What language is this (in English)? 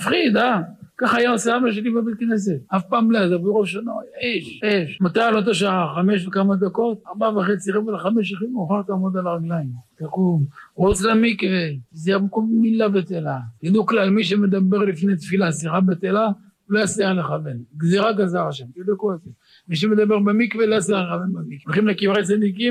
Hebrew